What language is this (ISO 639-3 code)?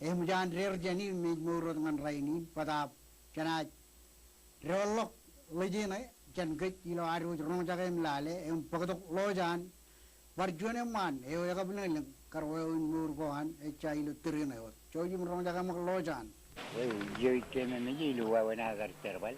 mah